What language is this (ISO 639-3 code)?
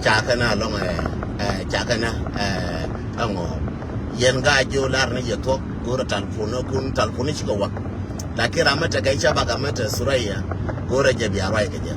nus